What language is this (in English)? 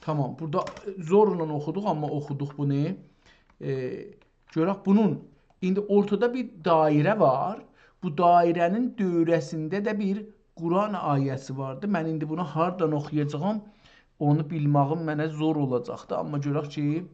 South Azerbaijani